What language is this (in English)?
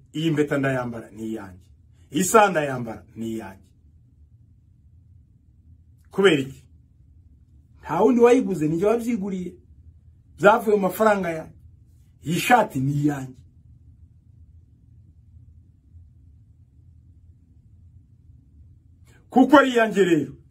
Kinyarwanda